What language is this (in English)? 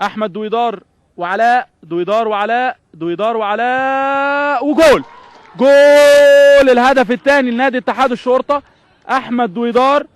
Egyptian Arabic